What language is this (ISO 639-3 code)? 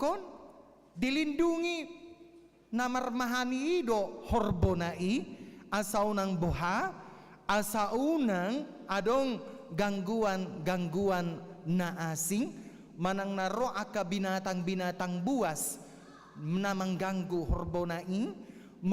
bbc